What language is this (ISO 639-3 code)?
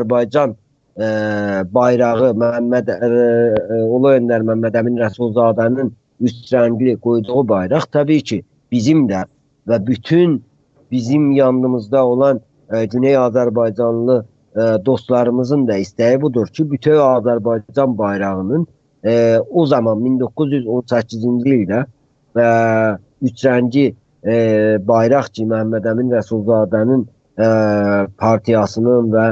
azb